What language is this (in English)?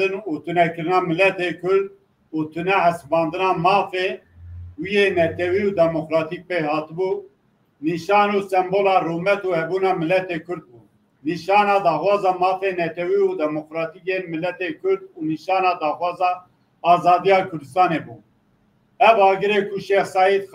Kurdish